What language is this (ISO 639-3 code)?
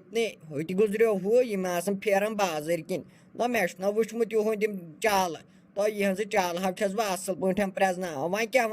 kas